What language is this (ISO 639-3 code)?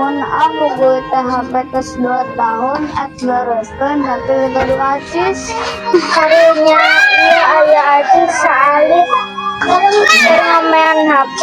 sun